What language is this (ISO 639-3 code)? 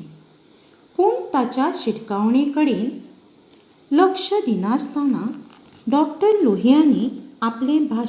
kok